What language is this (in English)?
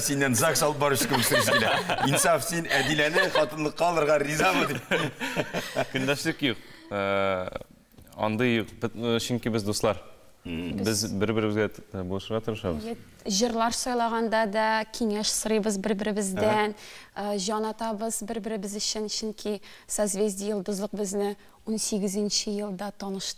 Tatar